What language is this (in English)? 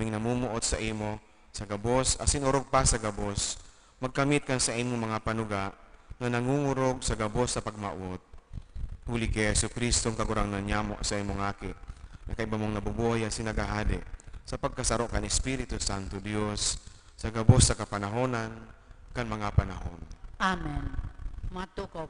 Bikol